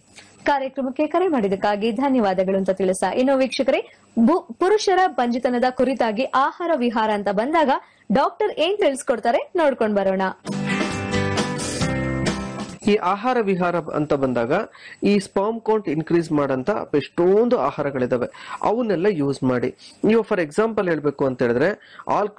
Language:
Kannada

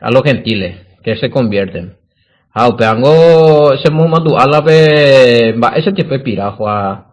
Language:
Guarani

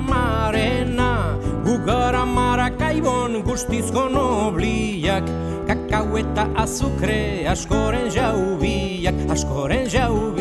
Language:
Basque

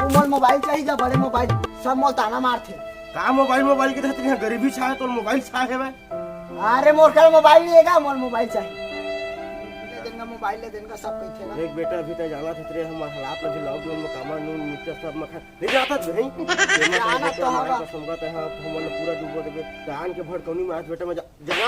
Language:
Chhattisgarhi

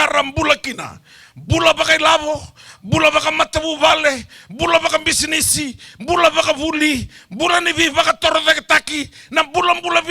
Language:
Fijian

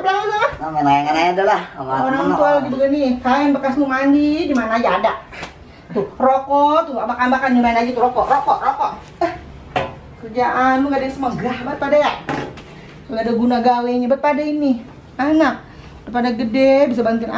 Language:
Betawi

